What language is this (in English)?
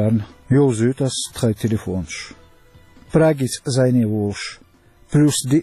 Chechen